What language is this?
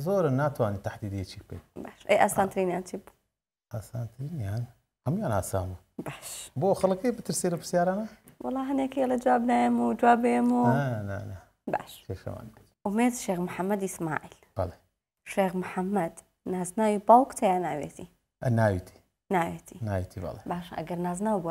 Central Kurdish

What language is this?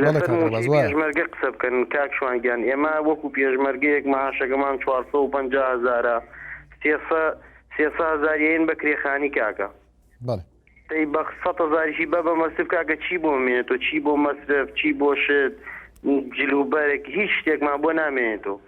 Central Kurdish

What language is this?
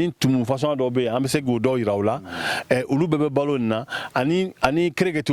Bambara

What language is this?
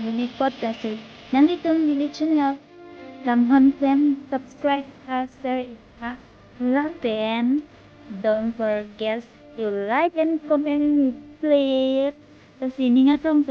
Karbi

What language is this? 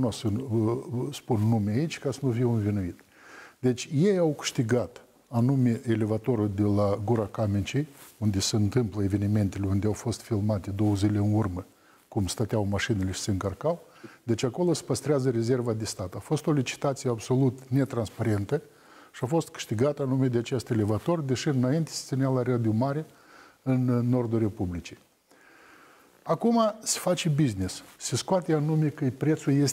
Romanian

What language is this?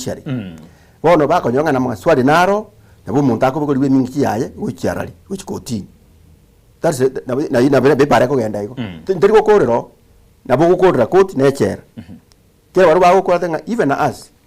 Gusii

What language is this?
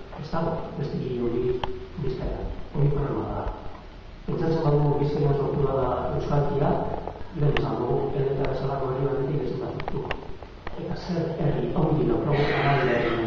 Basque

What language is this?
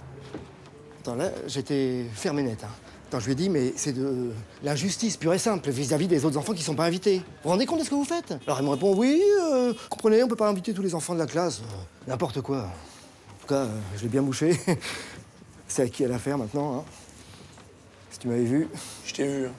French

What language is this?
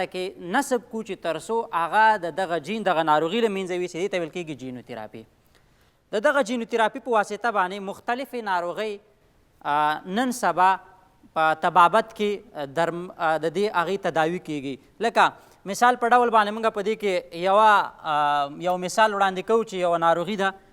Pashto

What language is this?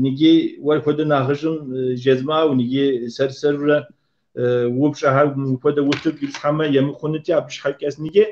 Kabardian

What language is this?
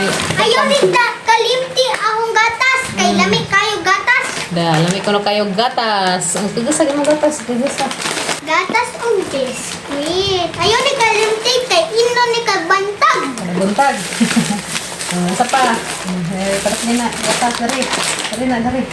Cebuano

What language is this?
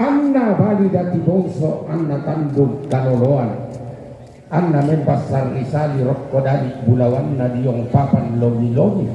Toraja-Sa'dan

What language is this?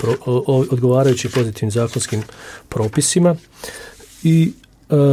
Bosnian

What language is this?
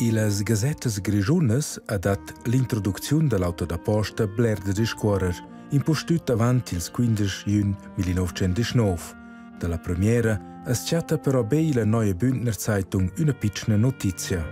Romansh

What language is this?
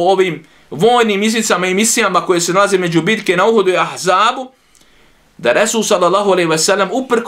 Bosnian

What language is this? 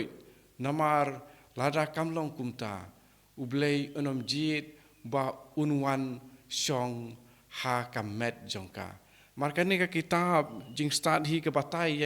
Khasi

